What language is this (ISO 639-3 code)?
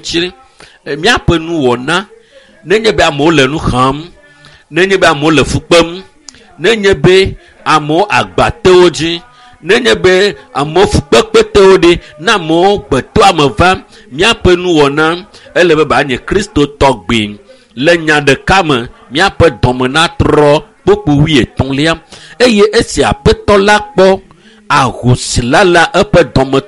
ewe